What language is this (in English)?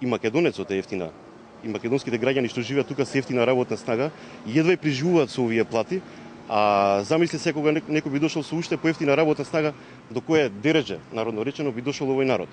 Macedonian